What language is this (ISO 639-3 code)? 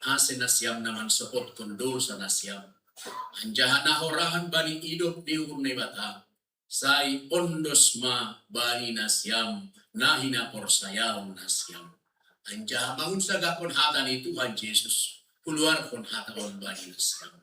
bts